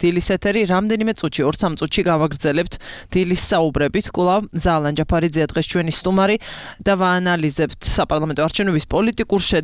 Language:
Georgian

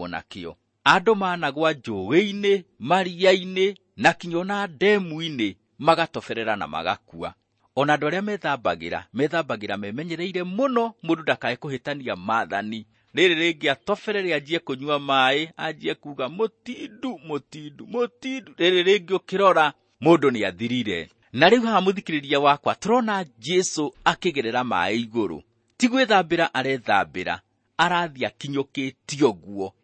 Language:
Kikuyu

